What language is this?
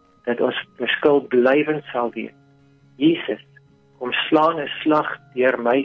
Afrikaans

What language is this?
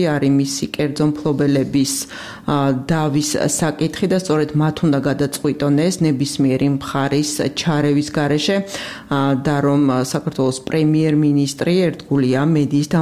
Georgian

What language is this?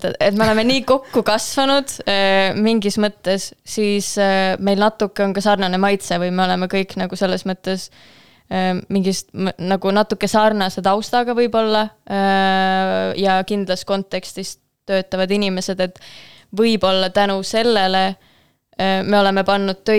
Estonian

